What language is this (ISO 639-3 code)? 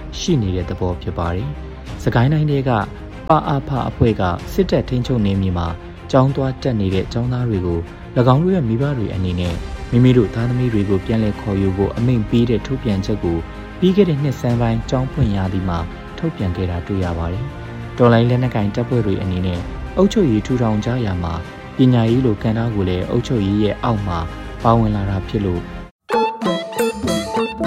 mya